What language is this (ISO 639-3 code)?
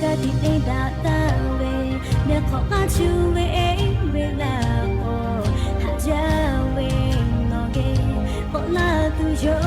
lhu